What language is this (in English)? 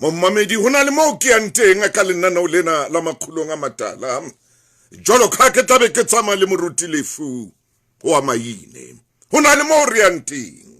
Southern Sotho